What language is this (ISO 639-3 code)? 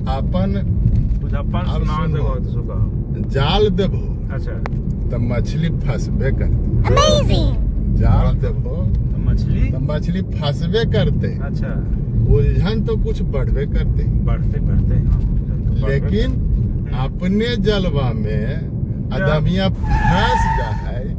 mag